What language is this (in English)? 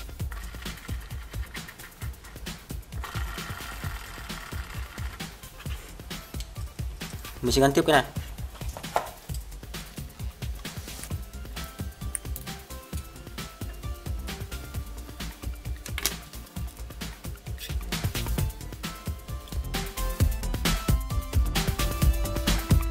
Vietnamese